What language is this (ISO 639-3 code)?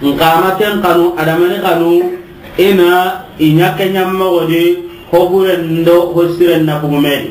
snk